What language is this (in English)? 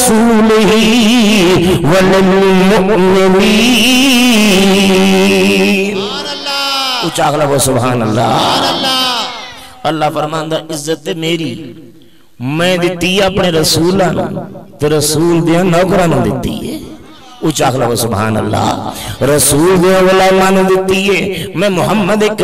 Urdu